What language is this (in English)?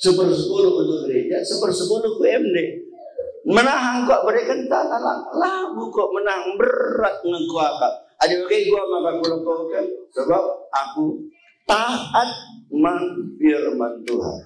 Batak Karo